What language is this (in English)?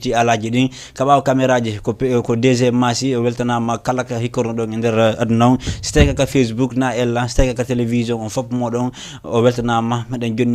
Fula